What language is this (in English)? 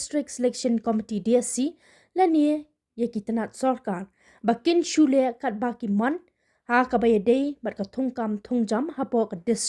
Khasi